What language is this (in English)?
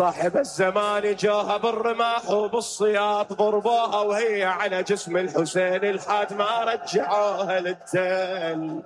Mesopotamian Arabic